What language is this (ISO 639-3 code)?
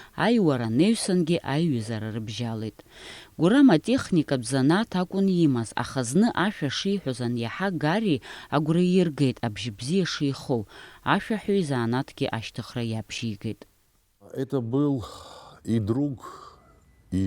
abk